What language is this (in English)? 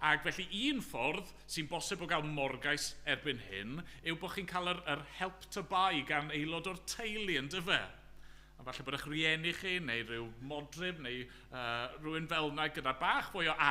Welsh